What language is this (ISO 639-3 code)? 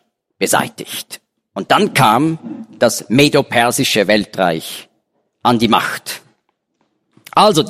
deu